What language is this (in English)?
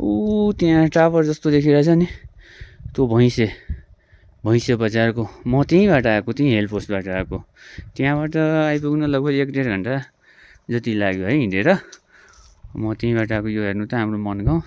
Nepali